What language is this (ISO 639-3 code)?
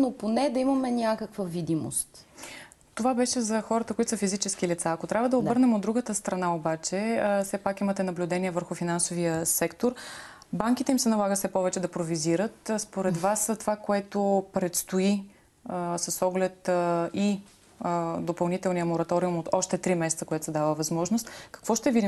bul